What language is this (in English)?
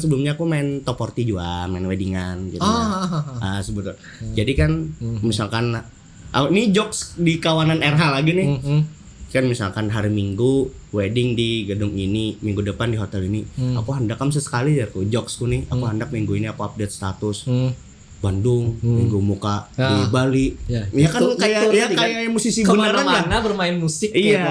Banjar